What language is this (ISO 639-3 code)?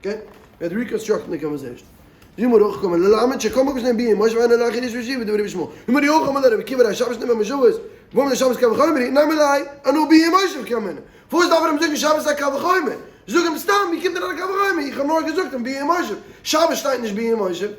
yid